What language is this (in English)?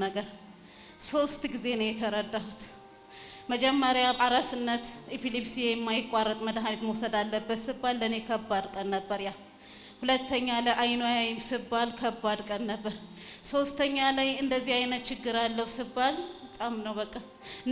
Amharic